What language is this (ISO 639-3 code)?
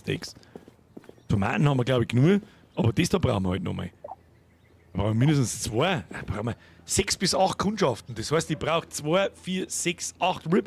bar